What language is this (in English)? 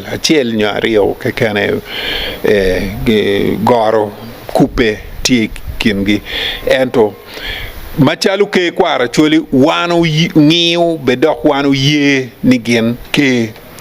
Acoli